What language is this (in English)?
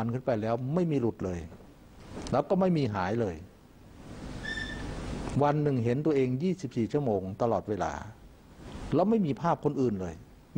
Thai